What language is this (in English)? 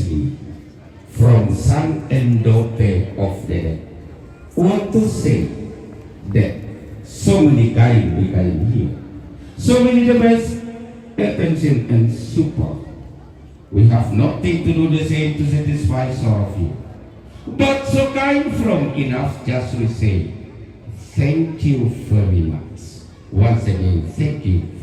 Toraja-Sa'dan